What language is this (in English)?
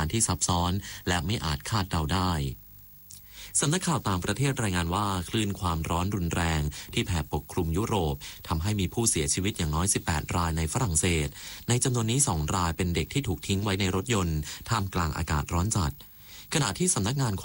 Thai